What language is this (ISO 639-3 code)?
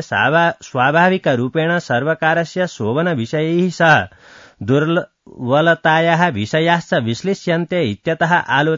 san